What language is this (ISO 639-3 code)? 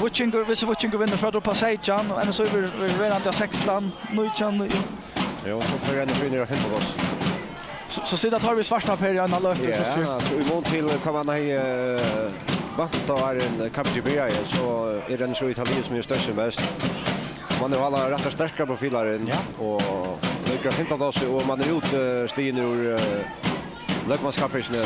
fao